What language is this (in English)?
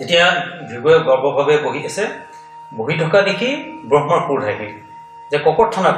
Assamese